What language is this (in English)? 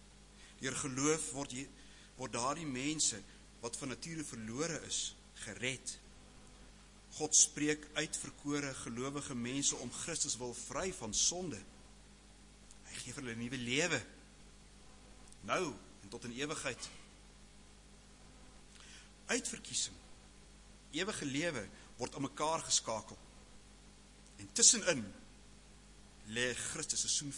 Afrikaans